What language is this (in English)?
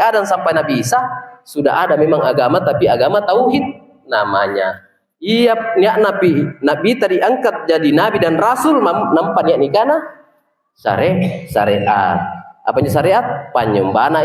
Makasar